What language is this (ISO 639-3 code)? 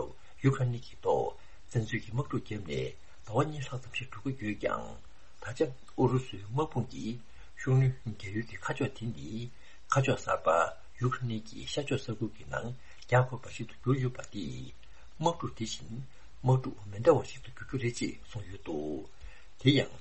bod